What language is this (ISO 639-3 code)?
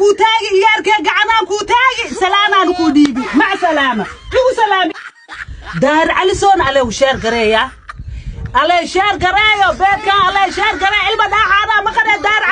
som